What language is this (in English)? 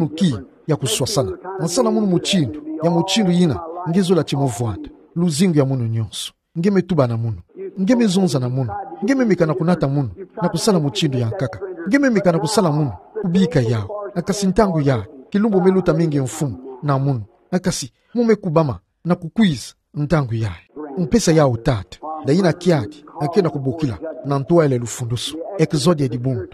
Kituba (Democratic Republic of Congo)